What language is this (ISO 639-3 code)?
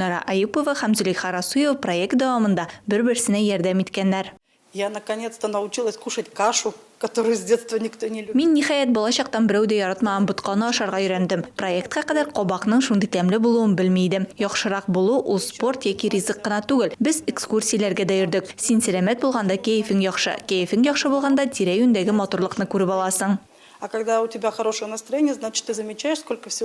tat